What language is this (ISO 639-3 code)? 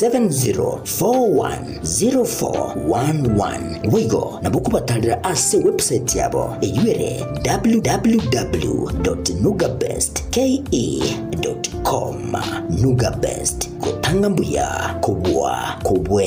guz